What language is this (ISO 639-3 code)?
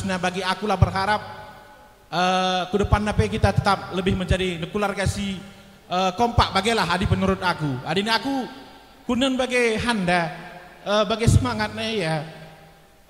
btx